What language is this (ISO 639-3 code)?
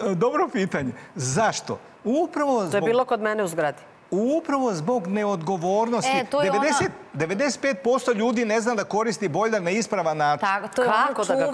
srp